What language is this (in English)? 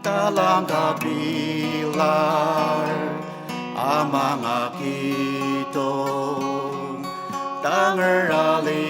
Ao Naga